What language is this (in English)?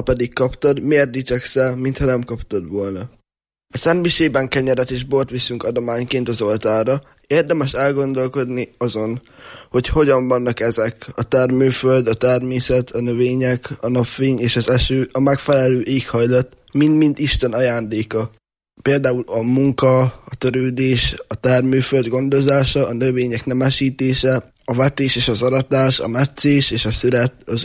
Hungarian